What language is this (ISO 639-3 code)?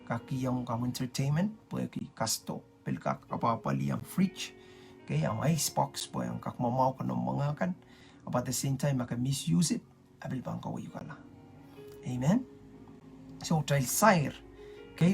pon